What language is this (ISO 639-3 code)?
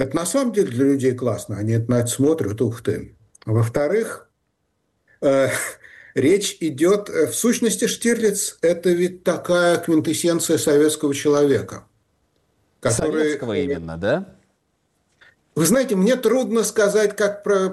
rus